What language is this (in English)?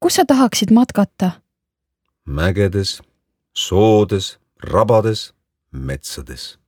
Estonian